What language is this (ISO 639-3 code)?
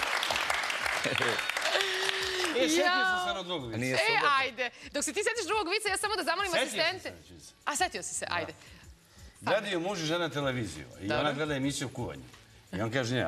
srp